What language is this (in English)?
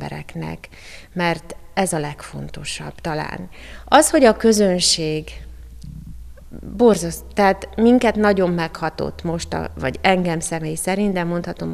Hungarian